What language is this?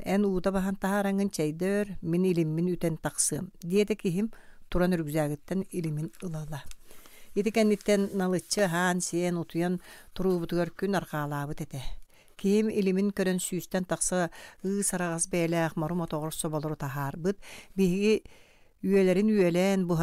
Yakut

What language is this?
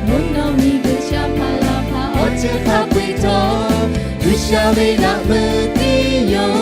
Lahu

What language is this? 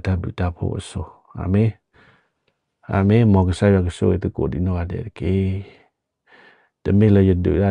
S'gaw Karen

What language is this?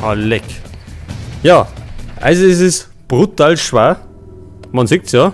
Bavarian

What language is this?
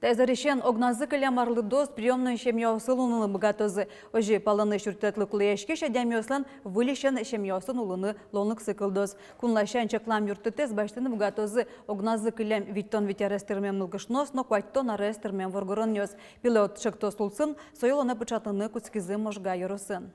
Udmurt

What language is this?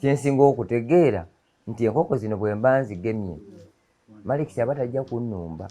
Ganda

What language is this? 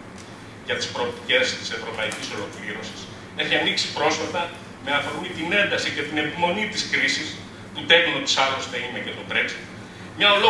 Greek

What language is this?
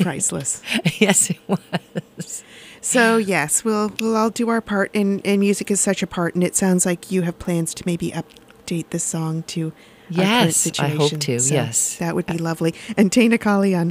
English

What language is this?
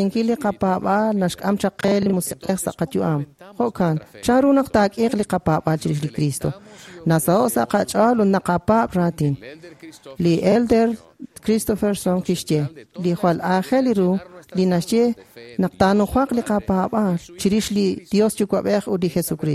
Kekchí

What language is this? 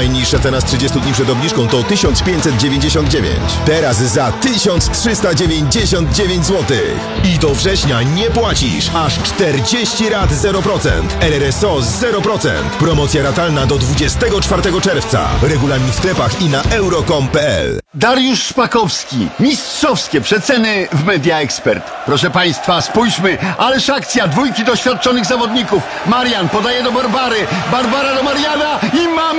Polish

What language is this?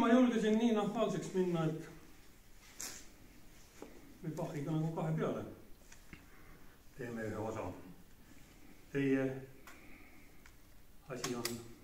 Estonian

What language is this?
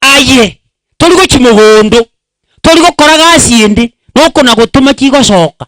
Gusii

